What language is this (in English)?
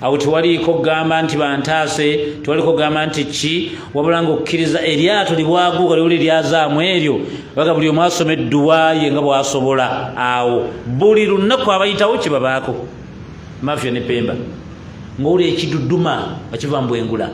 Ganda